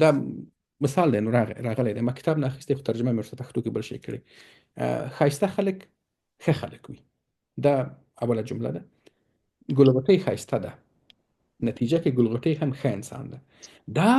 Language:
Pashto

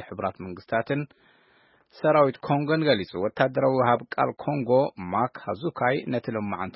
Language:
Tigrinya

